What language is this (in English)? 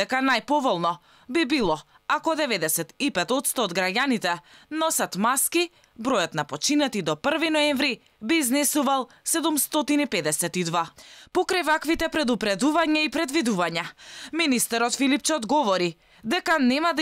Macedonian